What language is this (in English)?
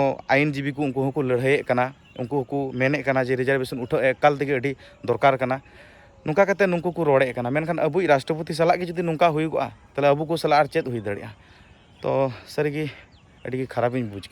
Santali